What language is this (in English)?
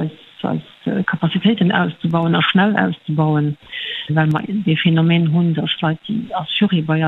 Luxembourgish